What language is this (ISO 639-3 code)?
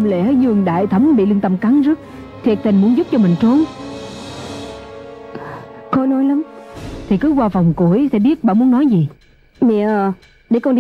vie